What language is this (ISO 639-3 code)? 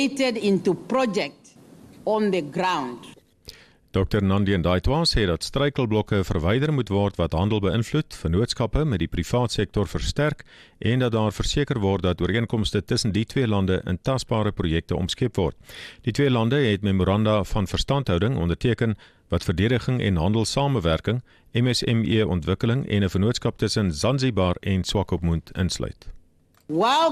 afr